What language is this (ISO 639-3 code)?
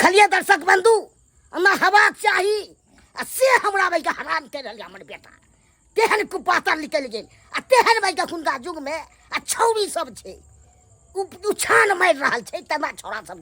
mai